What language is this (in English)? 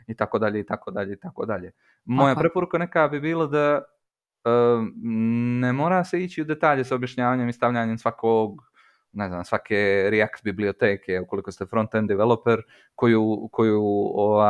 Serbian